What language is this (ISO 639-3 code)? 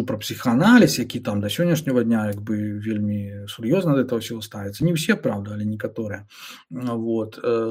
bel